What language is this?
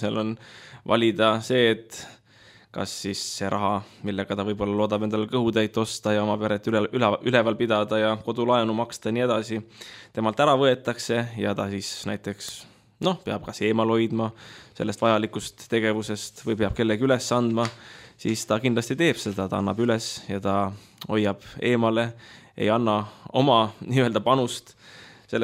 Estonian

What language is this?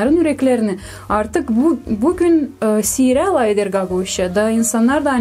Gagauz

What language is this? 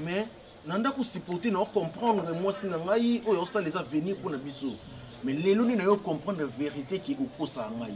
Lingala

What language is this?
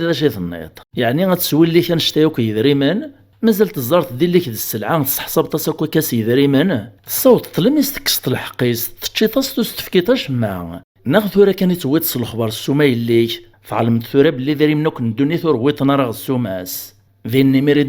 Kabyle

